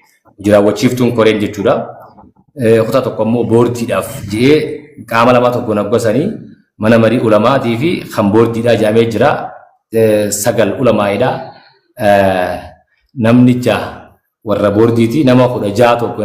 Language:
Oromo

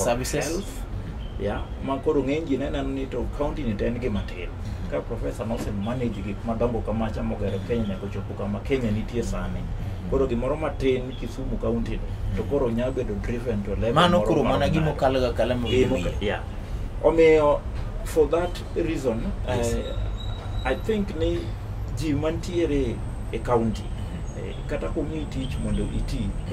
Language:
Luo (Kenya and Tanzania)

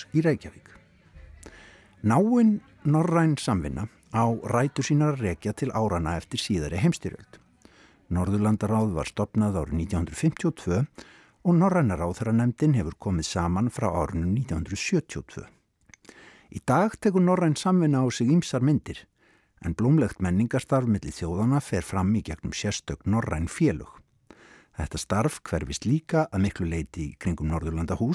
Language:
Icelandic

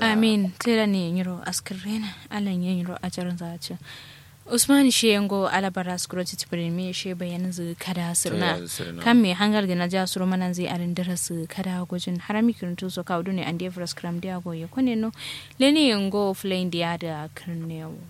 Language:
Kanuri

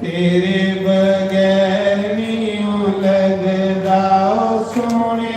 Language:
Dogri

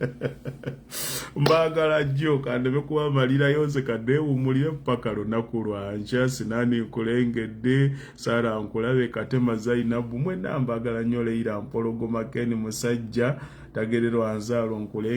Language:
Ganda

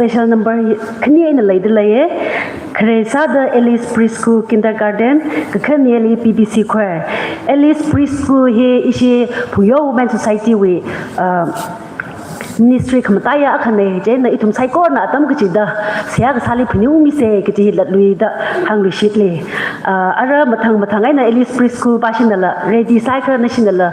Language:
Tangkhul Naga (India)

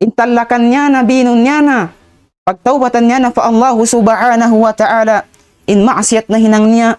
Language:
Tausug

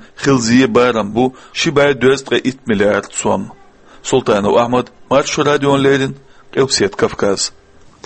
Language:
Chechen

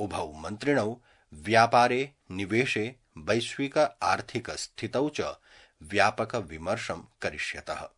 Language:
Sanskrit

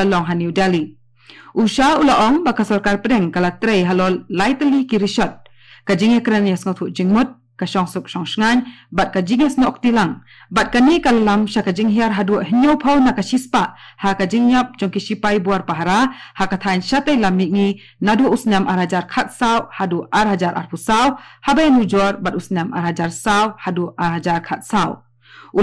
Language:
Khasi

